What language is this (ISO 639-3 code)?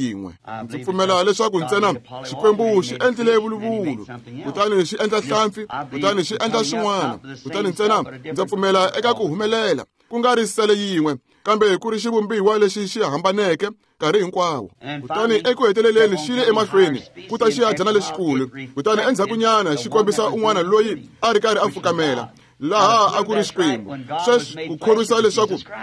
tso